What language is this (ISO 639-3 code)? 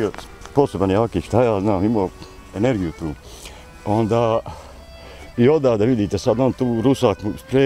bos